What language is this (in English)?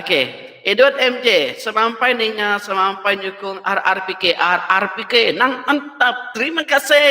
Iban